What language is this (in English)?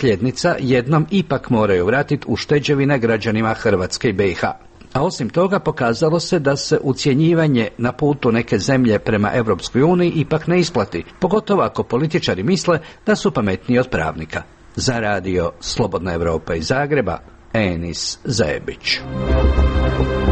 Croatian